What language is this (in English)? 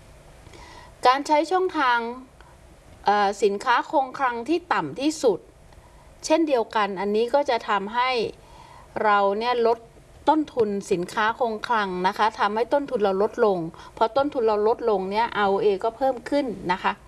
Thai